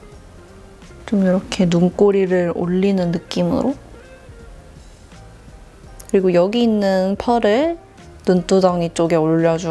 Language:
Korean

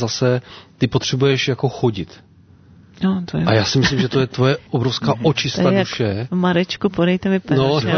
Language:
Czech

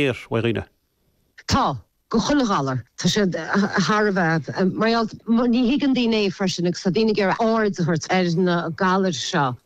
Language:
Irish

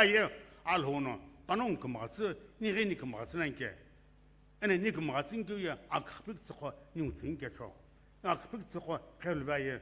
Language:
Sumi Naga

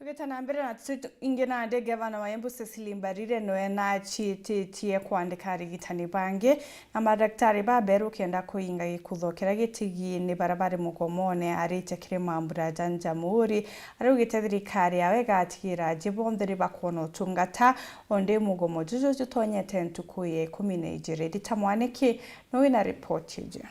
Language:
Meru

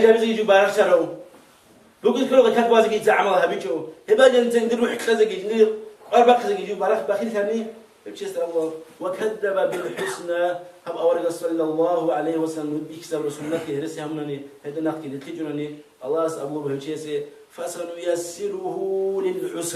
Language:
Avaric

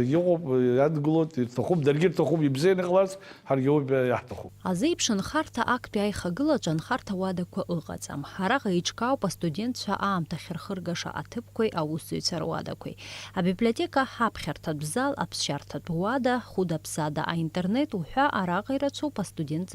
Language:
Abkhazian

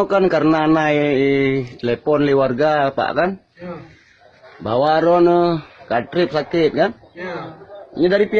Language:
Achinese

